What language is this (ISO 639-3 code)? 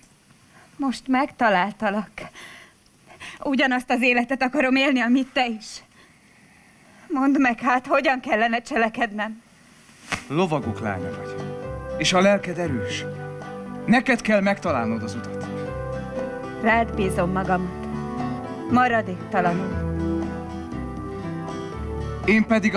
hun